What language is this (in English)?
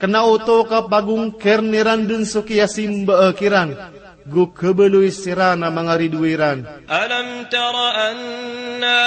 Maranao